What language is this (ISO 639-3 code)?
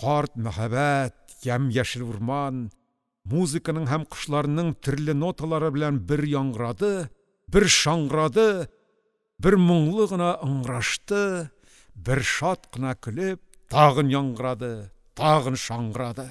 tat